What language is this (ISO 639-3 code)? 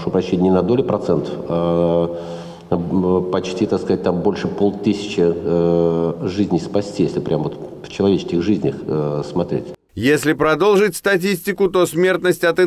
rus